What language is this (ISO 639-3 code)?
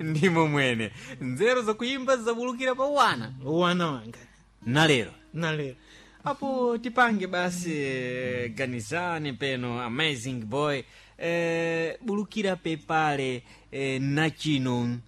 seh